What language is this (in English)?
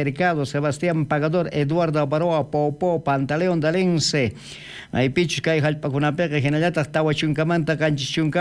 South Bolivian Quechua